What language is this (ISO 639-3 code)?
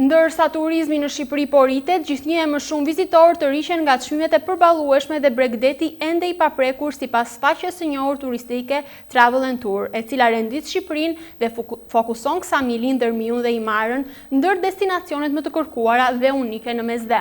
sqi